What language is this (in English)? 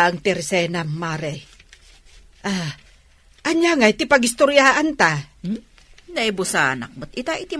Iloko